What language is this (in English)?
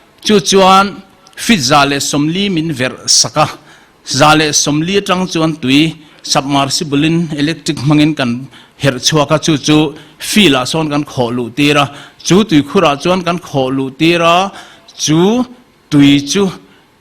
Mizo